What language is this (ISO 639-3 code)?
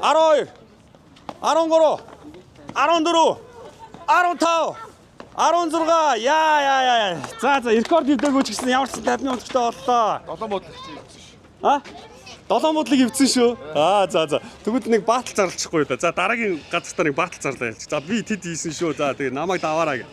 mon